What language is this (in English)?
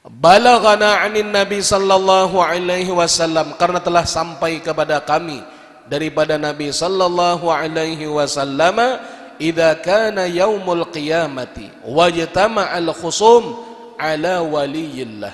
Banjar